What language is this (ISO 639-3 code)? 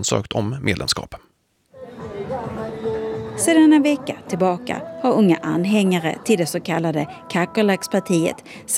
swe